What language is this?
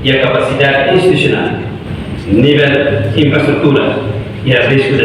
Tetum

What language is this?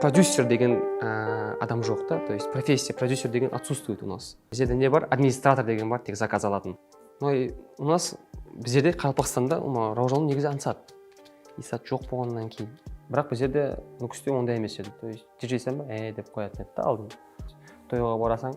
Kara-Kalpak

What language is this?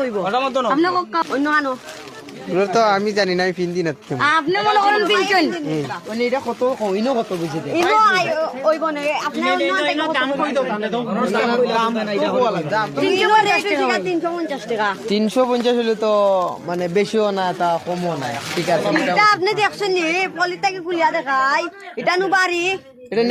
Sylheti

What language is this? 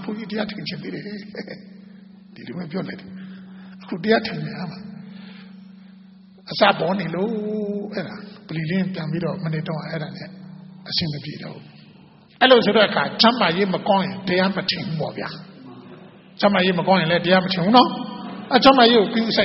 Burmese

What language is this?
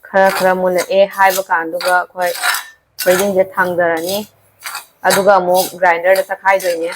Manipuri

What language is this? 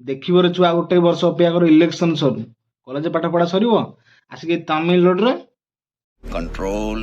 Odia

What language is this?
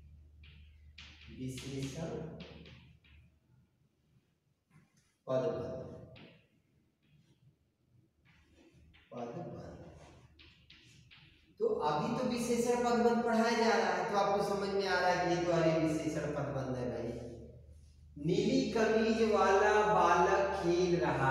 Hindi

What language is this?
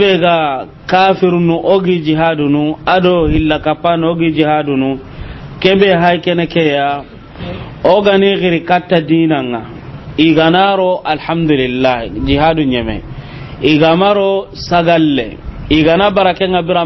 Soninke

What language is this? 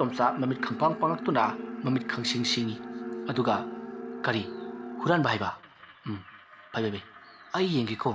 Manipuri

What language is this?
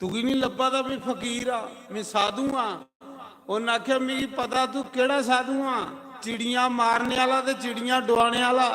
Dogri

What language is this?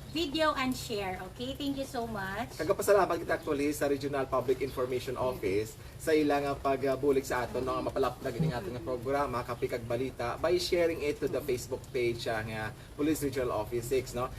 Hiligaynon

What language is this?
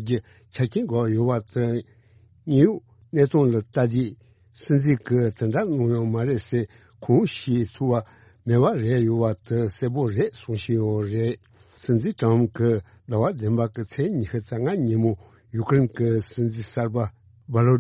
Tibetan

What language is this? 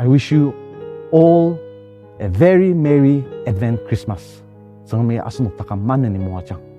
Ao Naga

